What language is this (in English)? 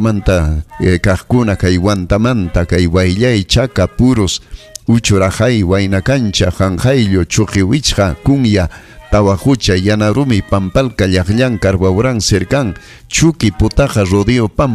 Ayacucho Quechua